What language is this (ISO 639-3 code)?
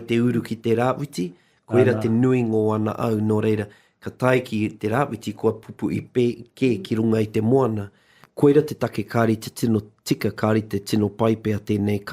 mri